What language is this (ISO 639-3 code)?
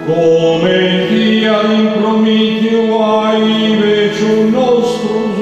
srd